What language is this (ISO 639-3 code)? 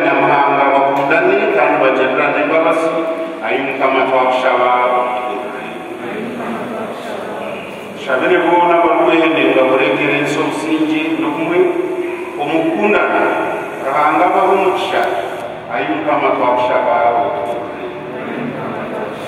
kin